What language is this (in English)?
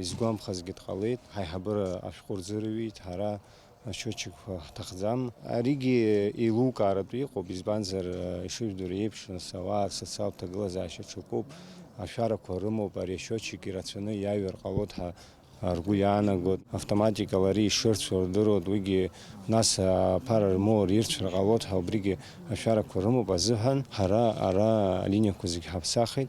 Abkhazian